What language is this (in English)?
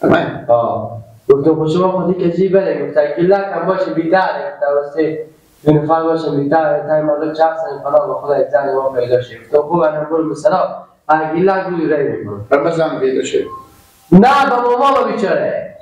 Persian